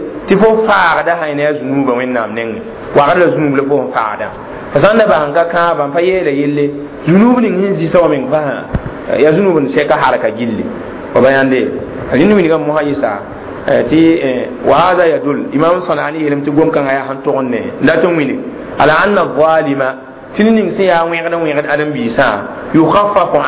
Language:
Mossi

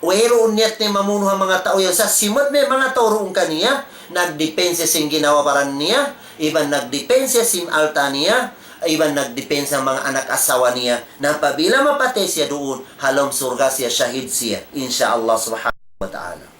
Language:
Tausug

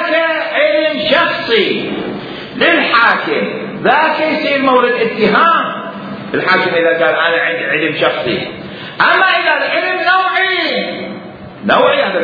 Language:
Mesopotamian Arabic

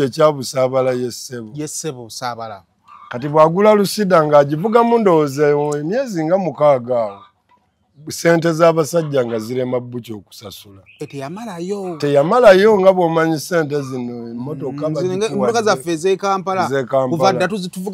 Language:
Ganda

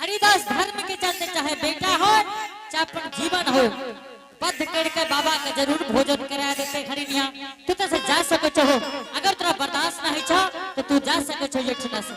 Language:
Angika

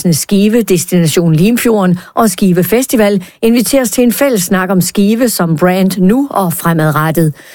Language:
Danish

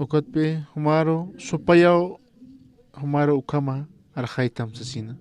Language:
Aymara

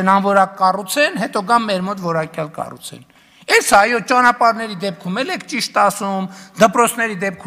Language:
Armenian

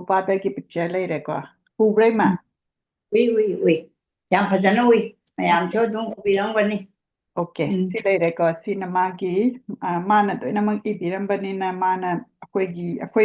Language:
Manipuri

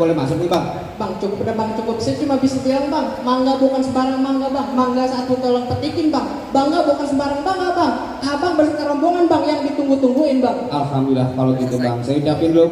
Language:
Betawi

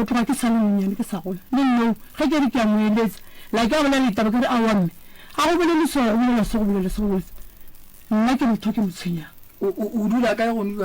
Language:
Northern Sotho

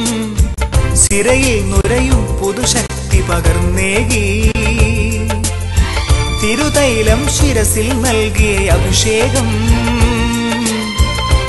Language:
Malayalam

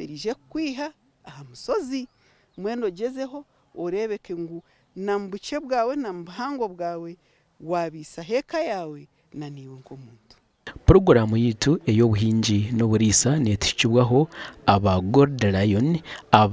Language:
Nyankole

